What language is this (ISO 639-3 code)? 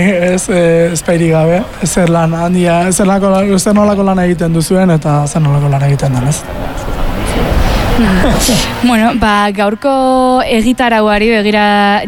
eus